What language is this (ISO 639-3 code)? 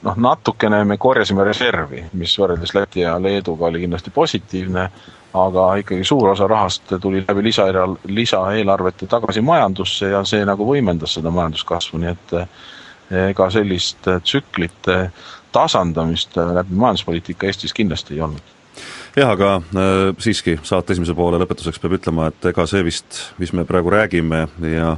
est